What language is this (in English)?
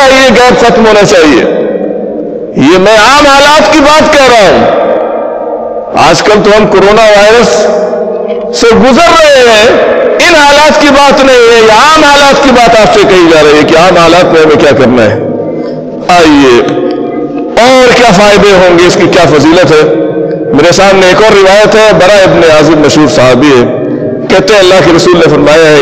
Urdu